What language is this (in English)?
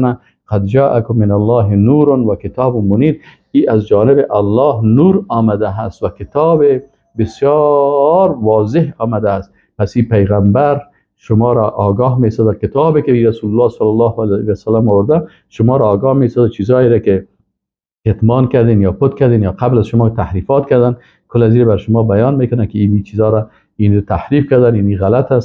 Persian